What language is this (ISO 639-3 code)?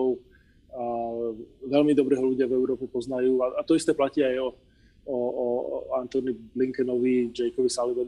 slk